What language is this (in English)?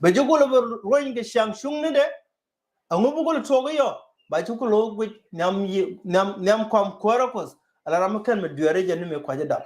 Nuer